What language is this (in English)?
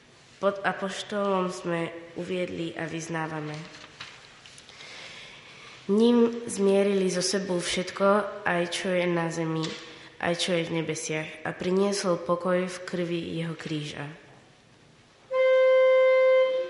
Slovak